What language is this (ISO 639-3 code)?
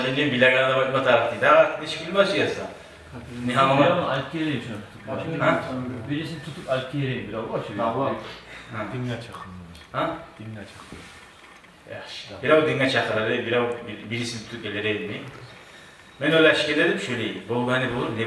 kum